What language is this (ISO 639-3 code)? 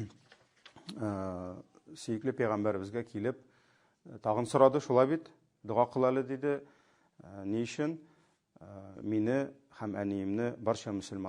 tat